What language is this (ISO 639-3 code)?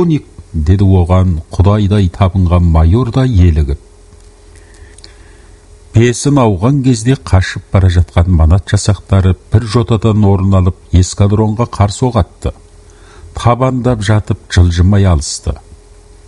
kaz